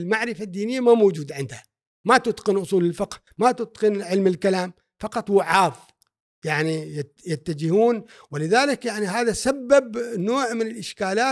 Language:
Gulf Arabic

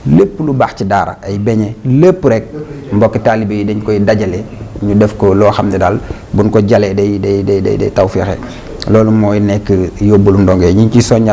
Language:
Wolof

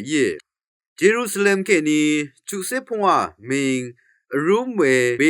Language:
Rawang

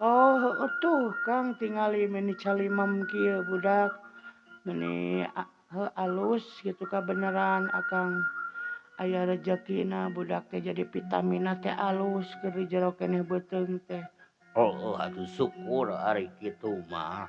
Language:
Sundanese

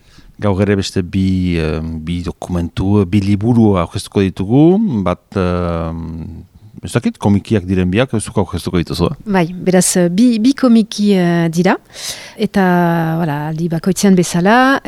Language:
Basque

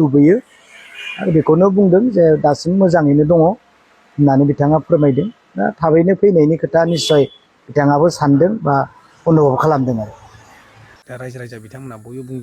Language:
Bodo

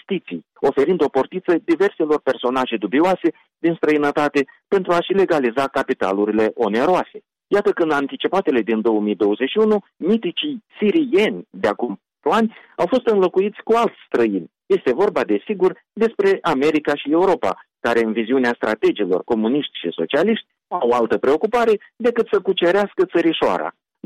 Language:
Romanian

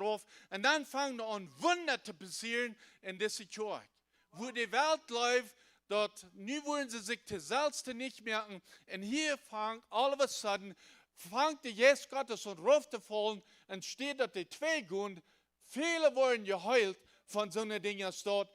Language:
Plautdietsch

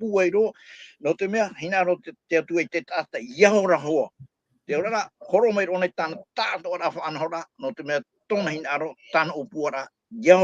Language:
Tahitian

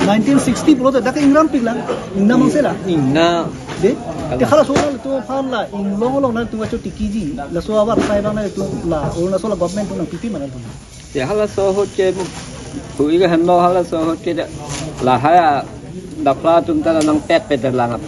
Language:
Karbi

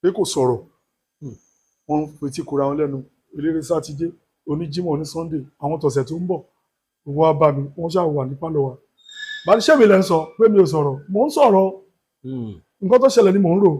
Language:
Yoruba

